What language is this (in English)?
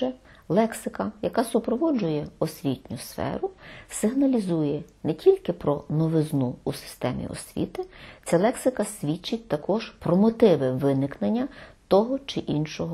Ukrainian